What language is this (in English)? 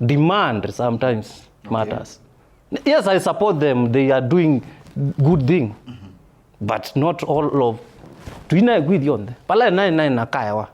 Kamba